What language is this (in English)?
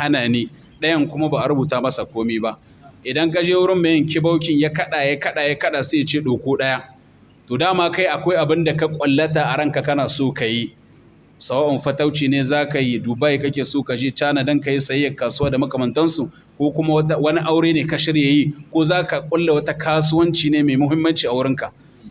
Hausa